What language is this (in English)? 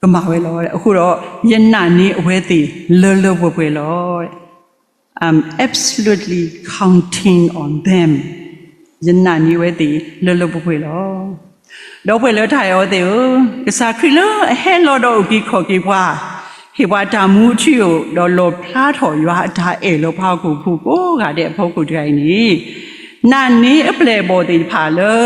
S'gaw Karen